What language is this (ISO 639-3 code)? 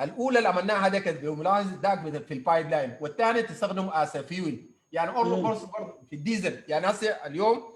apd